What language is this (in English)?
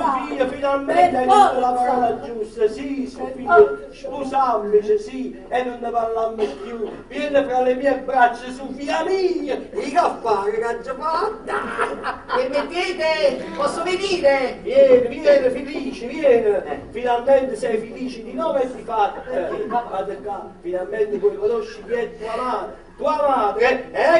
Neapolitan